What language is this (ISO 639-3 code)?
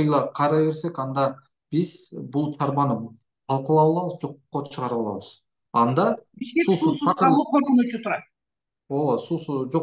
kir